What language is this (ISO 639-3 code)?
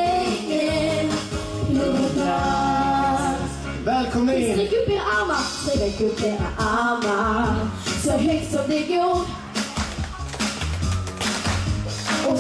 swe